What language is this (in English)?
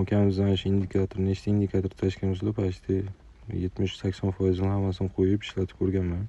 Uzbek